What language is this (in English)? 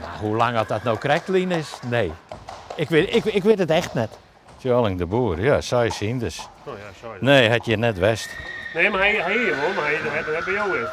Western Frisian